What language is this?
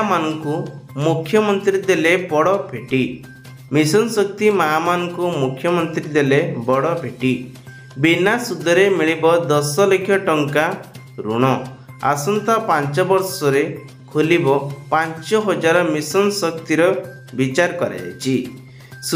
Odia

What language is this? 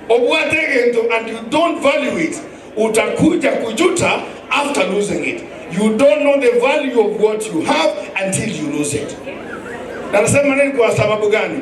Gusii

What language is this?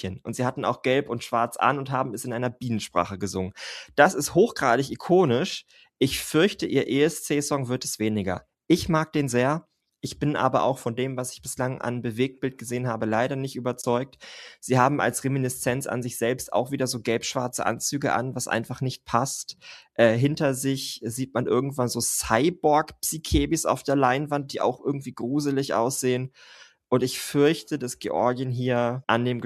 German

